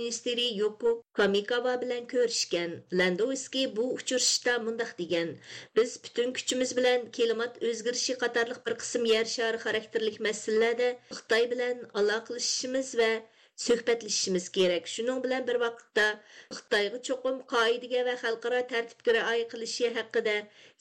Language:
Uyghur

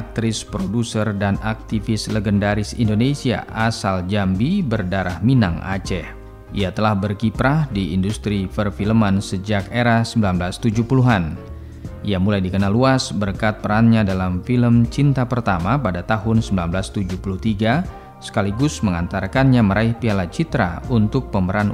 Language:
Indonesian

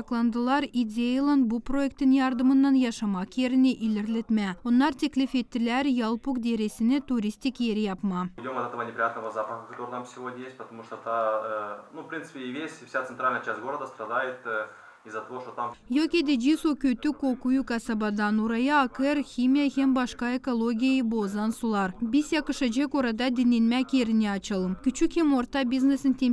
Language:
Gagauz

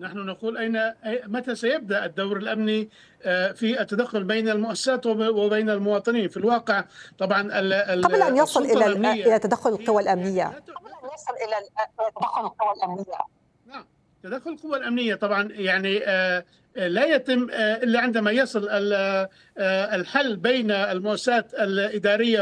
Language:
Arabic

